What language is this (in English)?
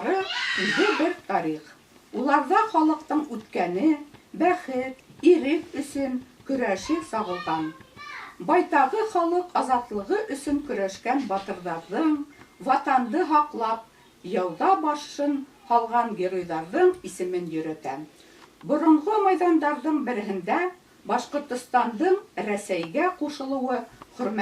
Bashkir